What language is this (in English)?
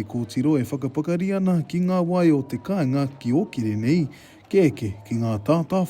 Māori